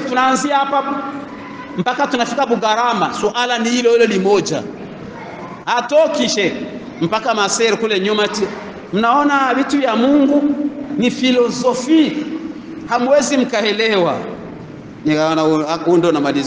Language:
Swahili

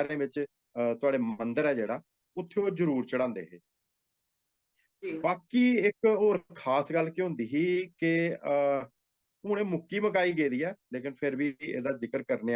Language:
Dogri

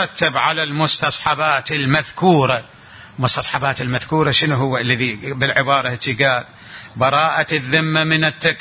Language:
Mesopotamian Arabic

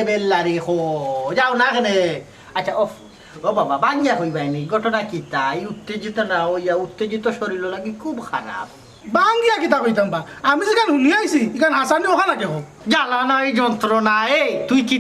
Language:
Sylheti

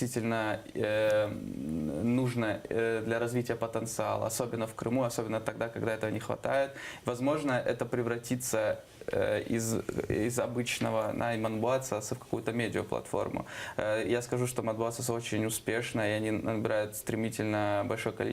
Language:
Crimean Tatar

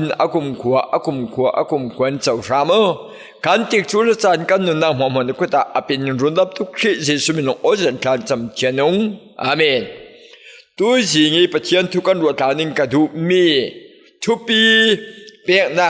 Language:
Falam Chin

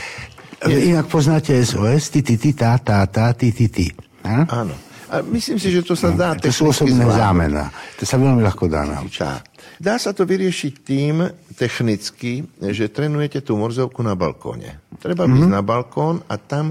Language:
Slovak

